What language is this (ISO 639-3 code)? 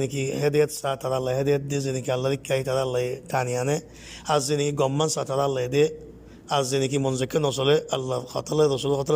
rhg